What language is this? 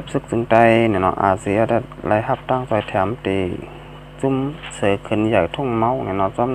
Shan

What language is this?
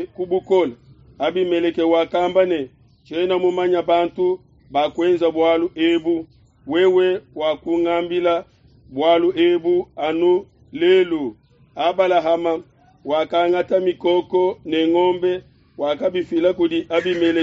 Luba-Lulua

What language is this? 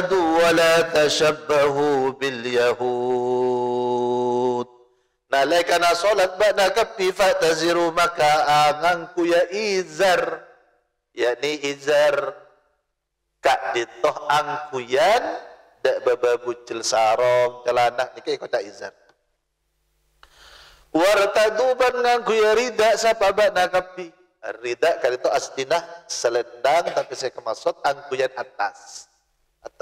Madurese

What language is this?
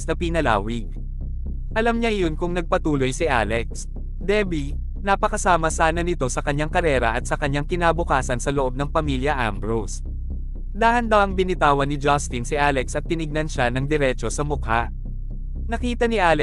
Filipino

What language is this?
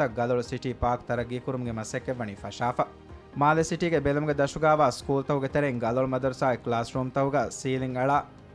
Divehi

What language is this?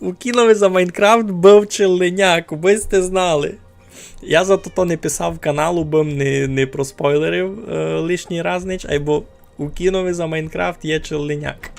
Rusyn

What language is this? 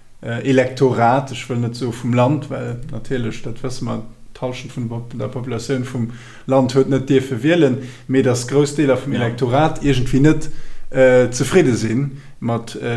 Luxembourgish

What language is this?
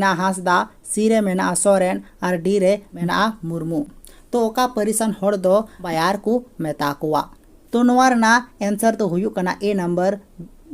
Santali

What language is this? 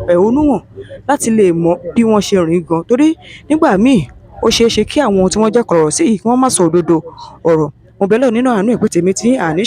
Yoruba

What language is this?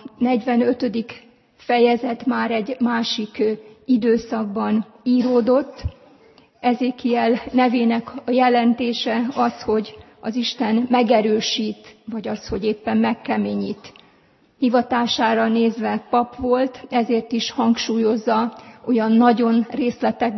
Hungarian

